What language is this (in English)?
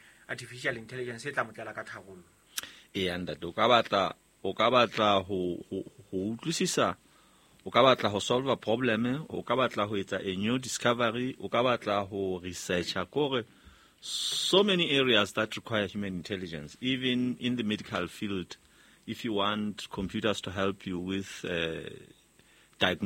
Southern Sotho